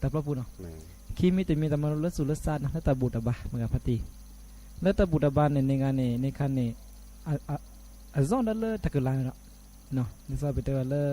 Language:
S'gaw Karen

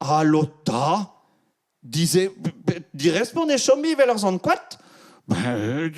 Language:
Breton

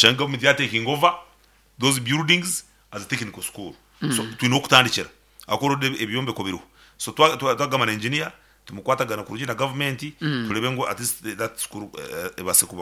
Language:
Nyankole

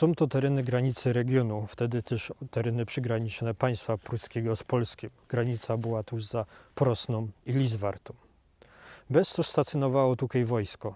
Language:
Silesian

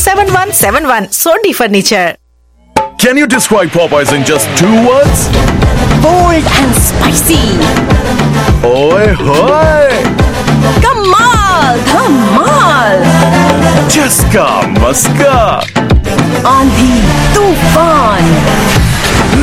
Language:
Punjabi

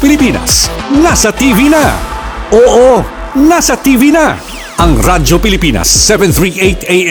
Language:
Filipino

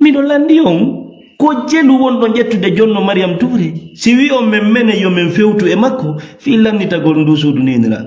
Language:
Fula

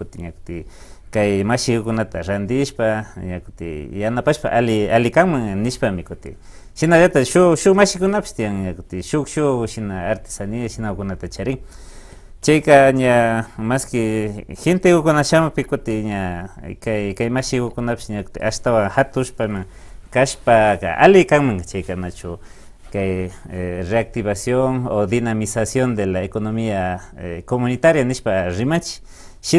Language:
Imbabura Highland Quichua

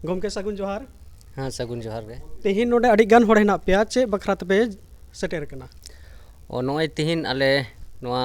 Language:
Santali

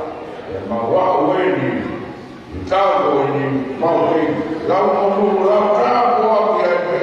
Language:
Tongan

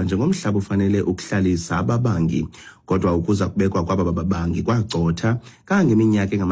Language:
Xhosa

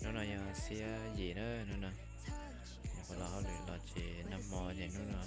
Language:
Hmong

